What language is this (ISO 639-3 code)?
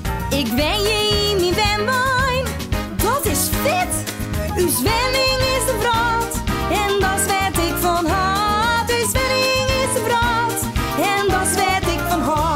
fry